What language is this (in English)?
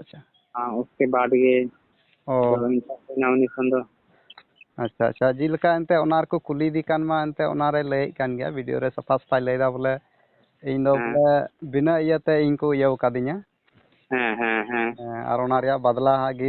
Santali